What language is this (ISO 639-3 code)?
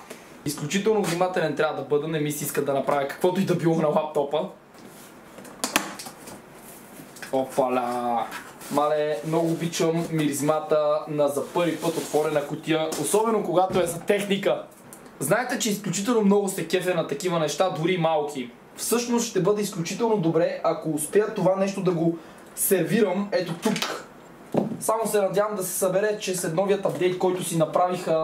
bul